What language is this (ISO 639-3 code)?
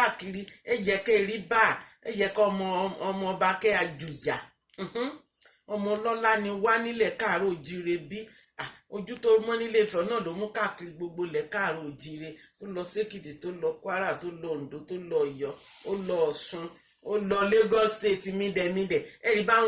yor